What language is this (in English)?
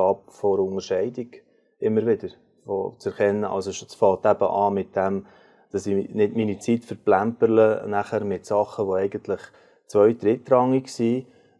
Swiss German